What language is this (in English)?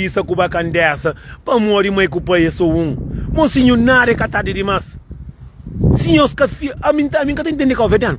Kabuverdianu